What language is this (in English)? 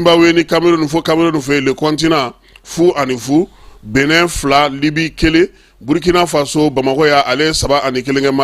Bambara